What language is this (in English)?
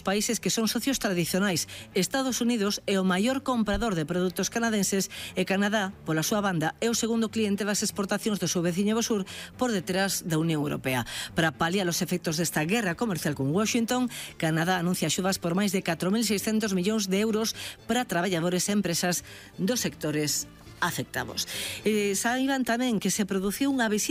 Galician